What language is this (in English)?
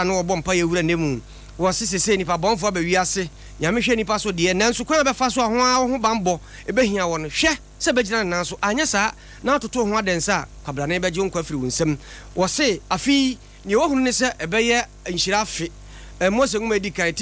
Akan